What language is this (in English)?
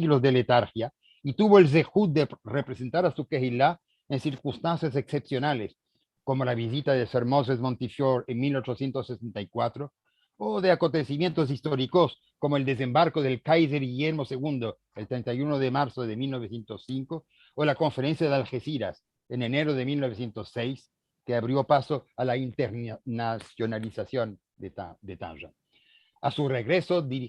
Ladino